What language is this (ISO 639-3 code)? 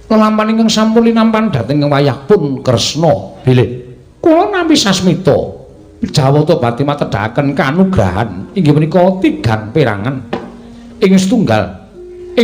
jav